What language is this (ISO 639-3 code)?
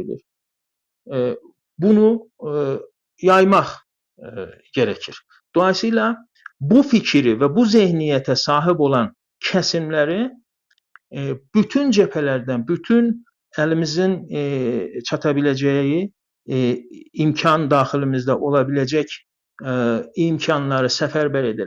azb